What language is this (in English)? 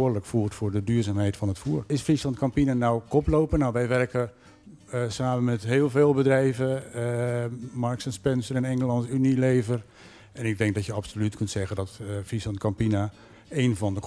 Dutch